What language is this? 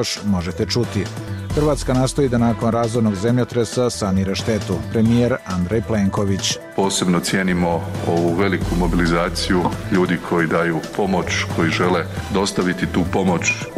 Bosnian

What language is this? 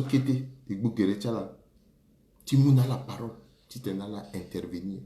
Sango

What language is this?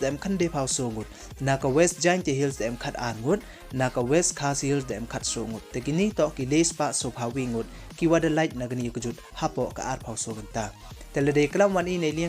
Pnar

